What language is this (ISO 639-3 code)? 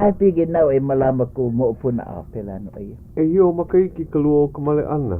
haw